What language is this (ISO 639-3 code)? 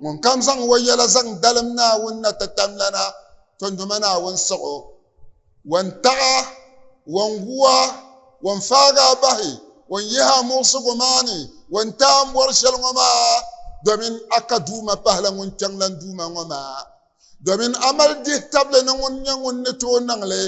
dag